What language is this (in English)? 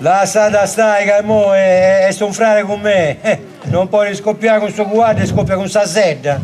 Sardinian